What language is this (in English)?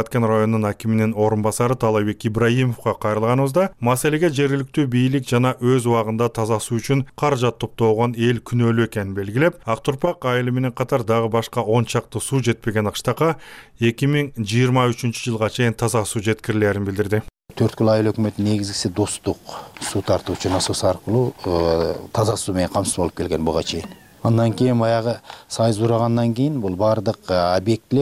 Kyrgyz